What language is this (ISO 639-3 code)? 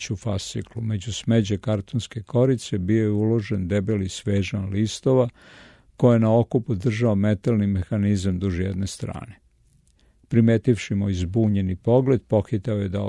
srp